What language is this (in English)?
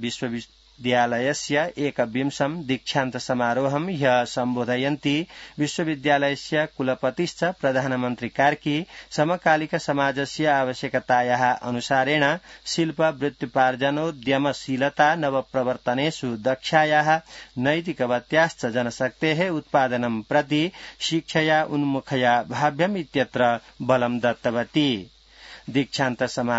Sanskrit